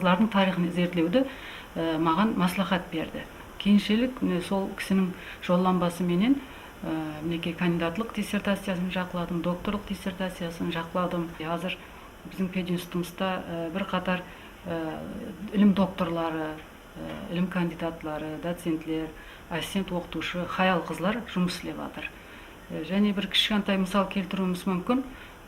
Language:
Kara-Kalpak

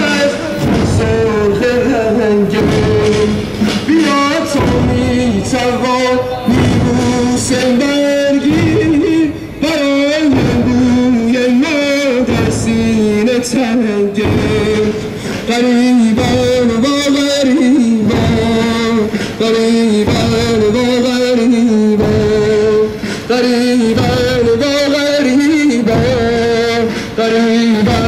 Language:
Persian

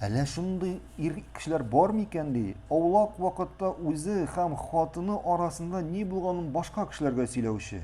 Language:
Tatar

